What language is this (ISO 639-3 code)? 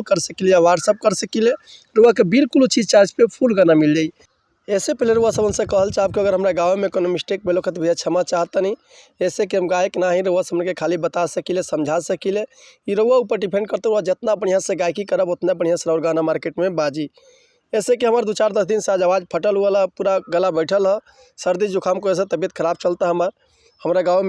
bho